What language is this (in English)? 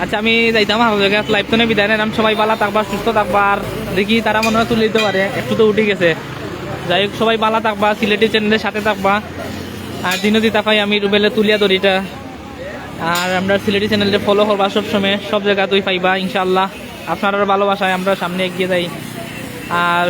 Sylheti